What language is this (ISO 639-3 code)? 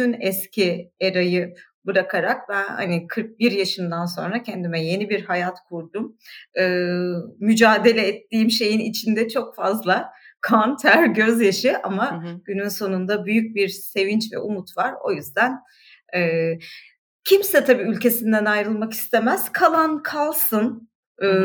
tur